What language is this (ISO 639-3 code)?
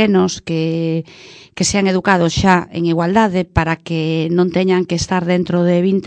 glg